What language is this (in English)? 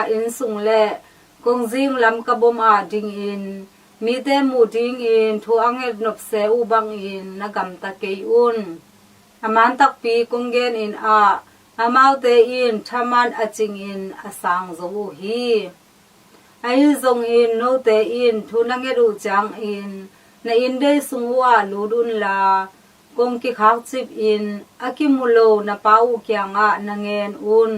Tedim Chin